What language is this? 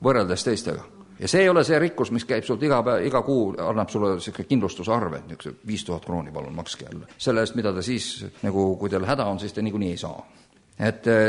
Estonian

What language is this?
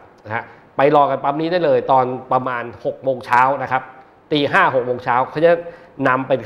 Thai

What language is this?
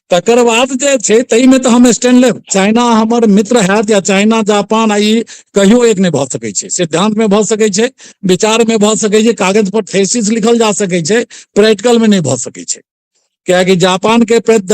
Maithili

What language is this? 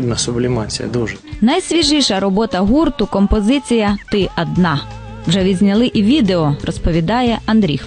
Ukrainian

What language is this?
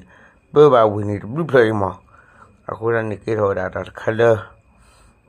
S'gaw Karen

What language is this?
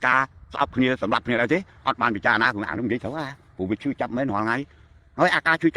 Khmer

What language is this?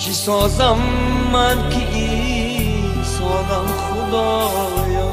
Tajik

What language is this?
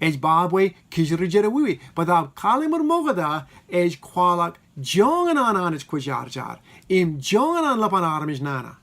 Marshallese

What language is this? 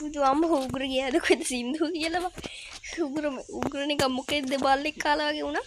Sinhala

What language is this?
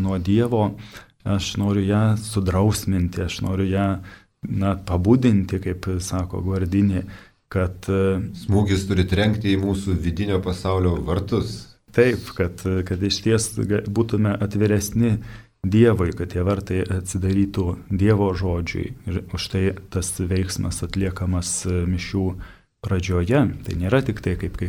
Lithuanian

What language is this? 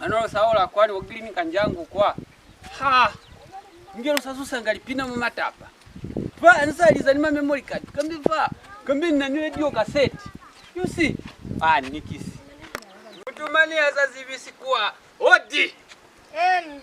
Lozi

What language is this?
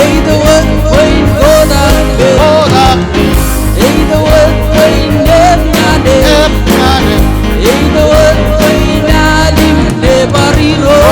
Marshallese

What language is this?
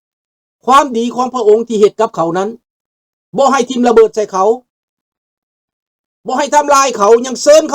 Lao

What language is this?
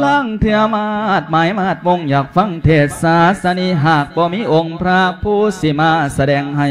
Lao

